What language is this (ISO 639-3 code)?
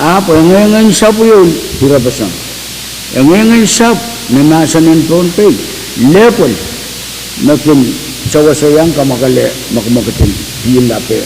pon